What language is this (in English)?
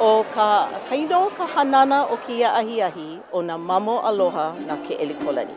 Hawaiian